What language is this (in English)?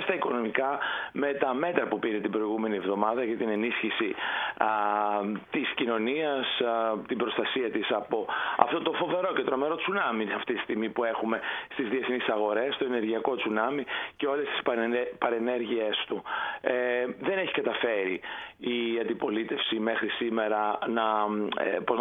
Greek